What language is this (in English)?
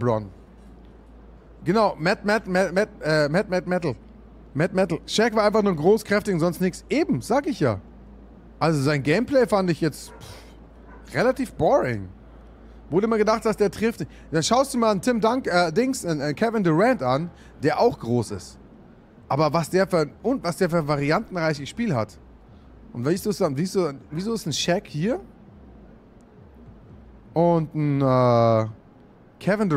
German